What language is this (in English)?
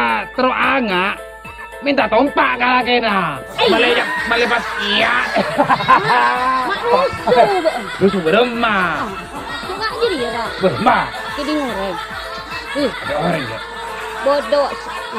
Madurese